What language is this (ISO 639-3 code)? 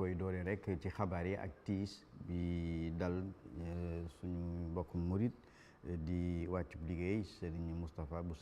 wol